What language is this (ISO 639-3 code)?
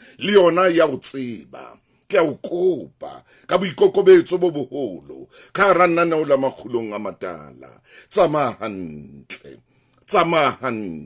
sot